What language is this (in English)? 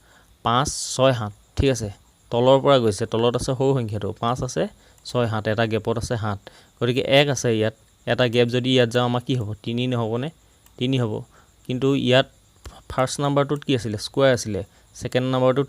Assamese